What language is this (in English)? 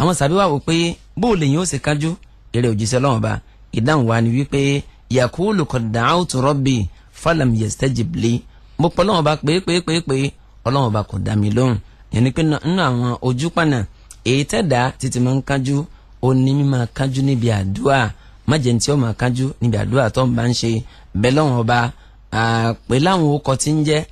Yoruba